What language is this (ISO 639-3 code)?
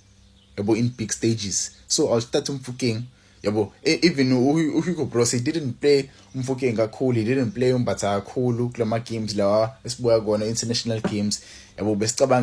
zul